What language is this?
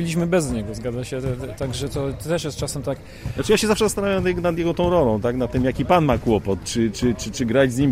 Polish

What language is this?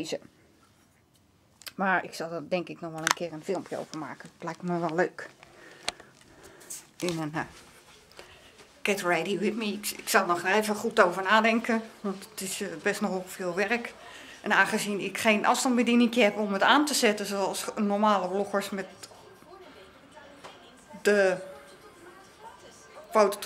Dutch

